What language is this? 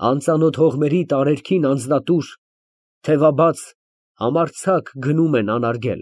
Armenian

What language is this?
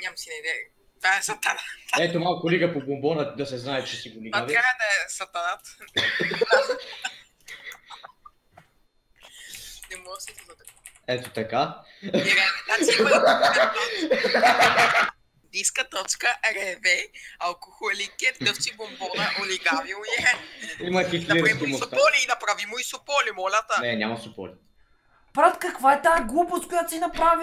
Bulgarian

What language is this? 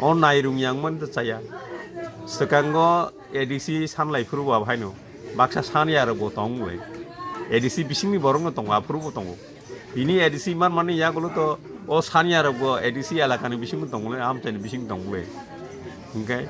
Kok Borok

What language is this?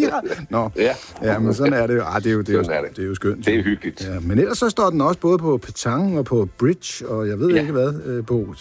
Danish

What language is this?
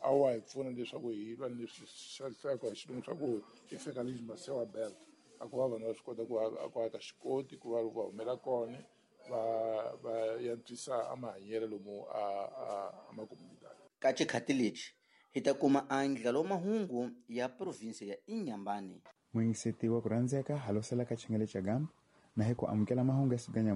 Tsonga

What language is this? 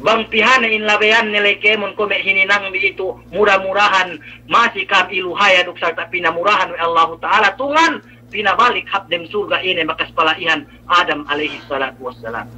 Yakan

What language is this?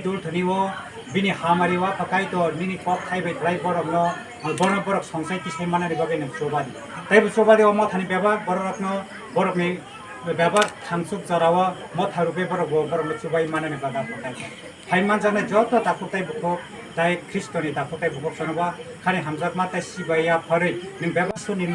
Kok Borok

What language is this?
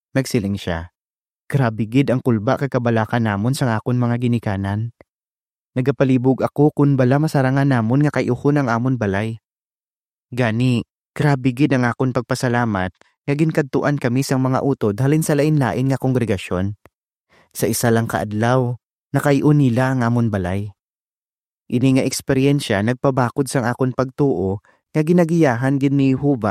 Hiligaynon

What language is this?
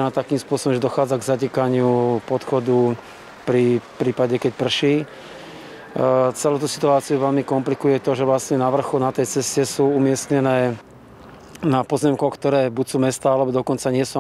Slovak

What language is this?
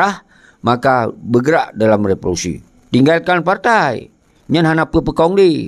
Achinese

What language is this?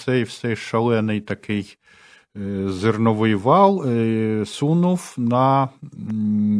Ukrainian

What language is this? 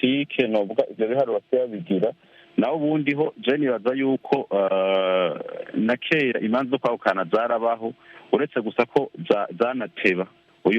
Rundi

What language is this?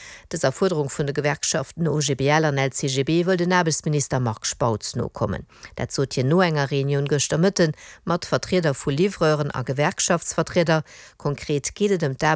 Luxembourgish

